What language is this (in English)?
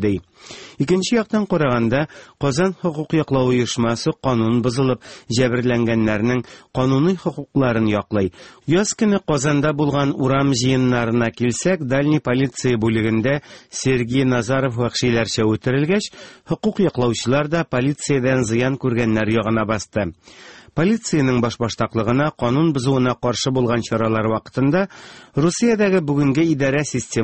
Tatar